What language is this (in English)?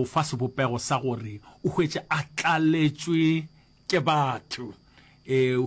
Northern Sotho